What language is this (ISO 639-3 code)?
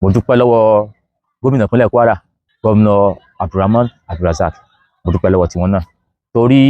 yor